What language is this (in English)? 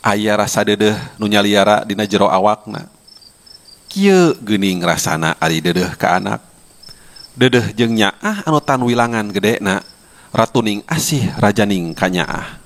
Sundanese